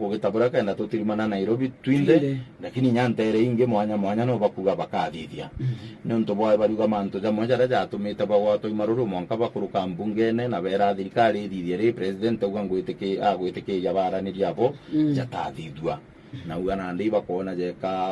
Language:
Meru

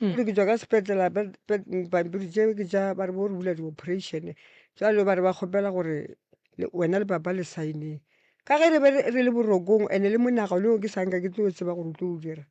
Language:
Northern Sotho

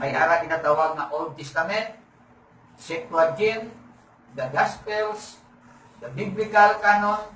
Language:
Hiligaynon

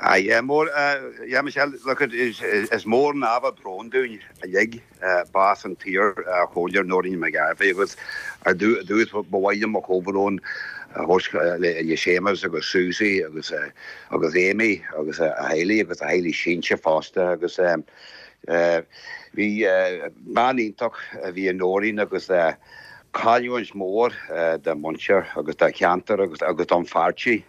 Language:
Irish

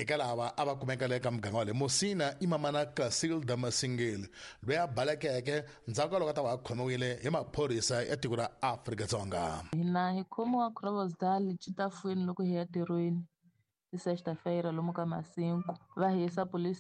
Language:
Tsonga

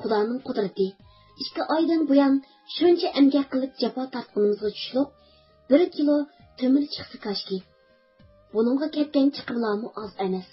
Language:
Uyghur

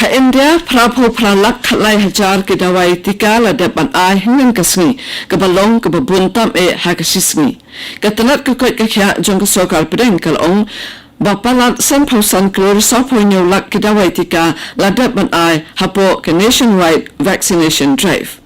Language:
Khasi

